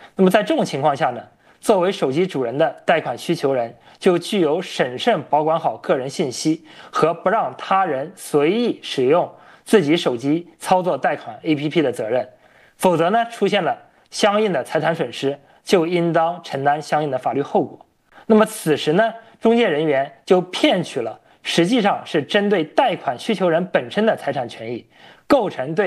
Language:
Chinese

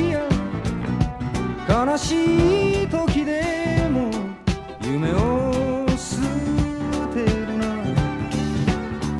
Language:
Japanese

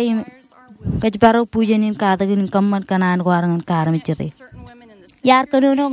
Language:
Marshallese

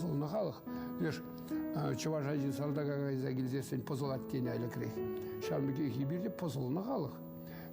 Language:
Chuvash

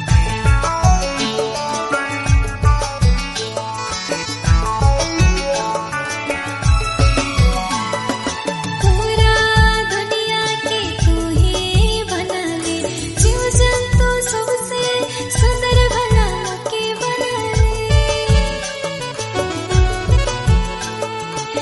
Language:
Sadri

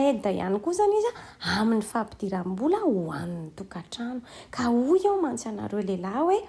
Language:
Malagasy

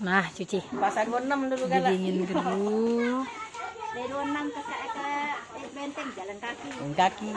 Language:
Musi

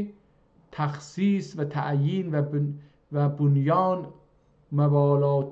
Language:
South Azerbaijani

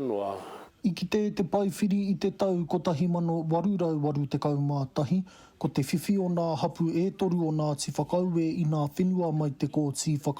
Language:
Māori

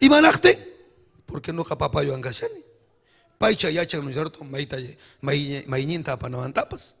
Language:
Ayacucho Quechua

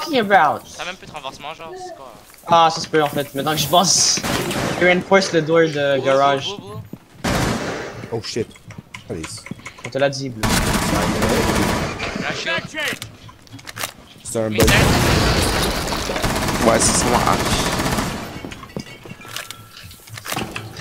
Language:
French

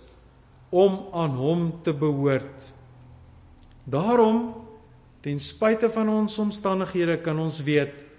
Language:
Afrikaans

